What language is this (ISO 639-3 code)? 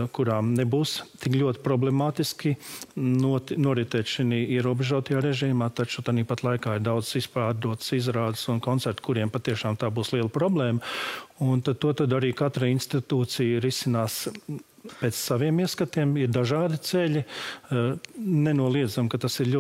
lav